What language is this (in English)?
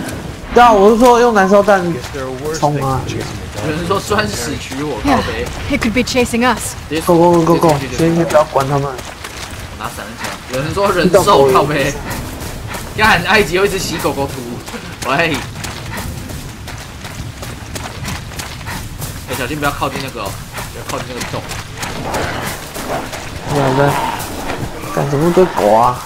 Chinese